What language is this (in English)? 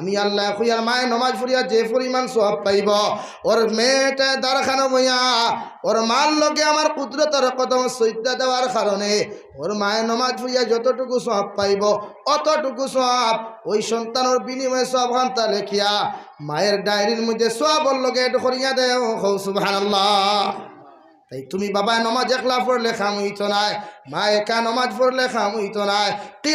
Sylheti